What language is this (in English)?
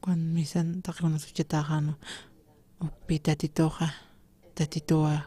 Aymara